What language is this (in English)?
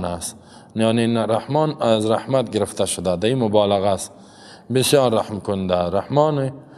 Persian